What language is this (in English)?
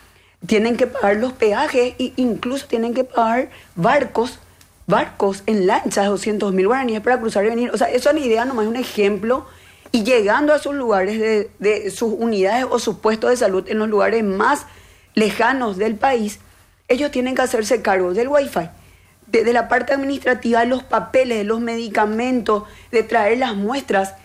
Spanish